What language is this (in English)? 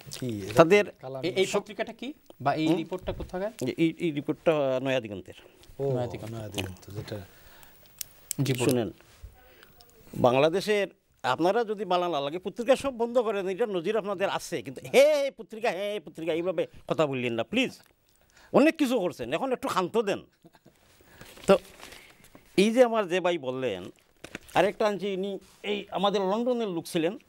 Bangla